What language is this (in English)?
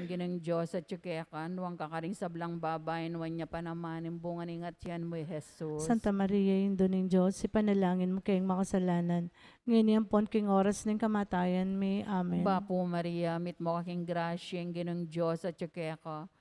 Pampanga